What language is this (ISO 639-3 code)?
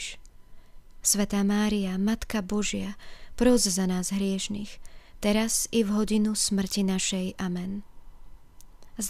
slk